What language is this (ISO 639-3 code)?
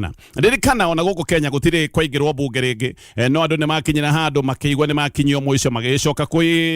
kik